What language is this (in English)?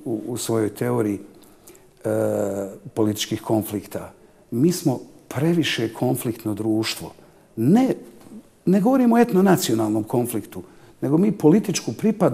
Bosnian